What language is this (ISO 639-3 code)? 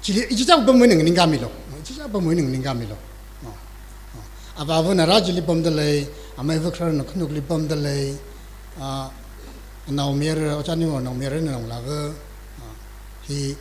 nmf